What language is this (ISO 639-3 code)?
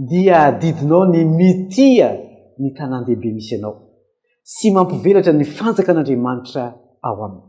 mlg